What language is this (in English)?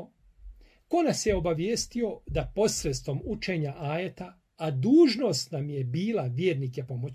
Bosnian